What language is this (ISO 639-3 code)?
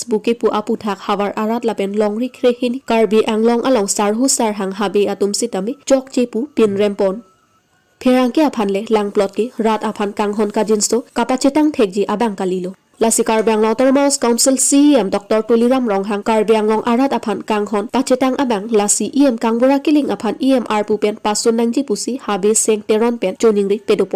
mjw